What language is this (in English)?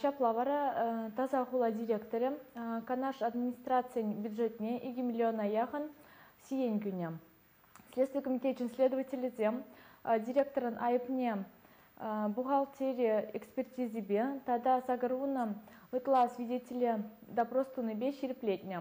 Chuvash